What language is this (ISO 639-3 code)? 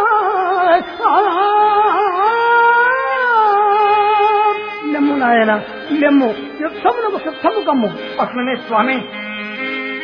tel